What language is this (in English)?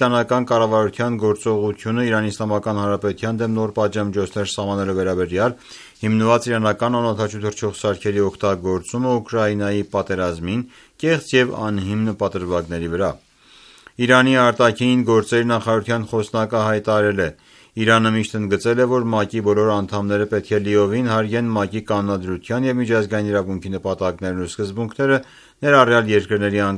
Armenian